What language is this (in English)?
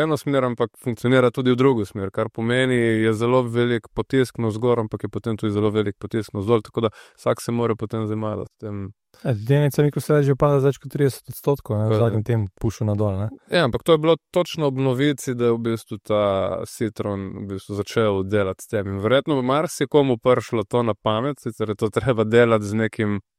Slovenian